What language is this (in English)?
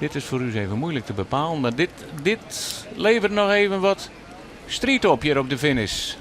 Western Frisian